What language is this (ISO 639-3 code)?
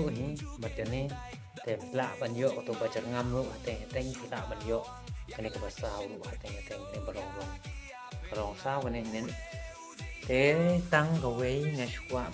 kha